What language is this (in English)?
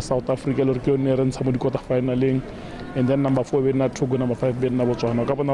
Tswana